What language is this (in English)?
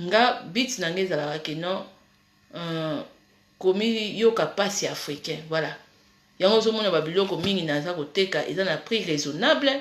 Lingala